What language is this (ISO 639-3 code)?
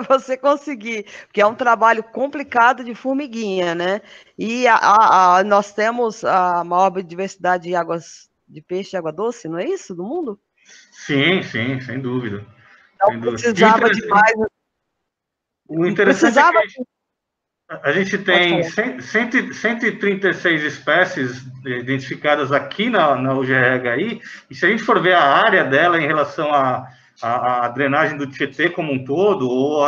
por